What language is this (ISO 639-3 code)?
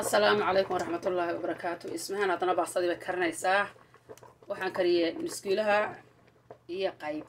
som